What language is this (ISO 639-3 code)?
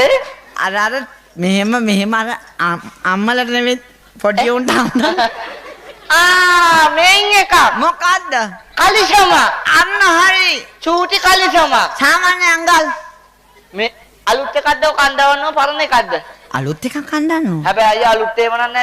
sin